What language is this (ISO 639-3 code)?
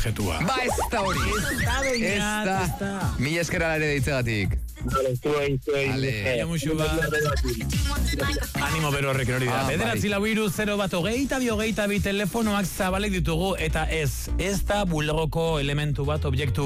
eus